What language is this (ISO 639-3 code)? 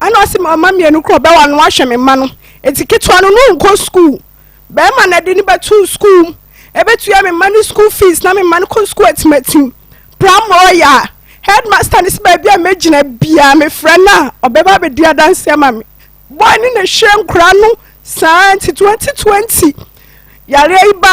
aka